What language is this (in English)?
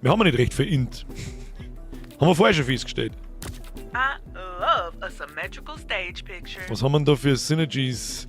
Bavarian